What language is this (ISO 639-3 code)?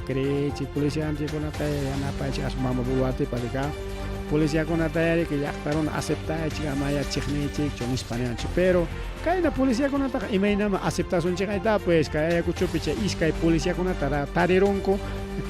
quy